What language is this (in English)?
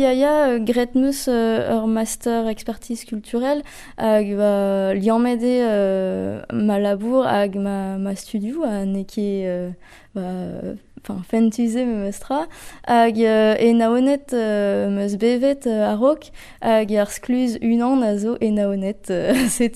Breton